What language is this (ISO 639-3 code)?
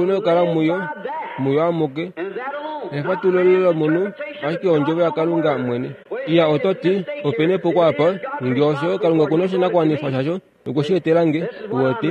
kua